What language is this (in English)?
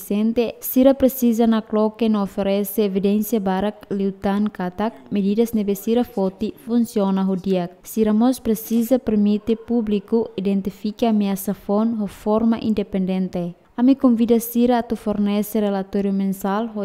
Tetum